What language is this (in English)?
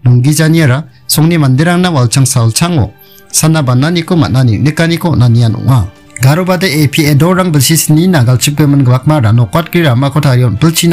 Garo